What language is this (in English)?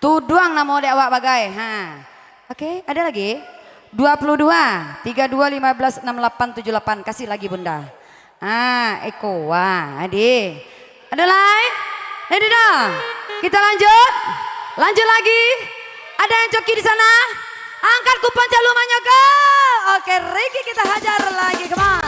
Minangkabau